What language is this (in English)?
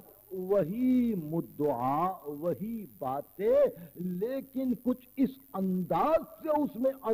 Urdu